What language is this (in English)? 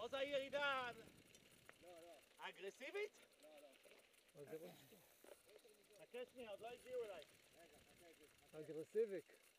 Hebrew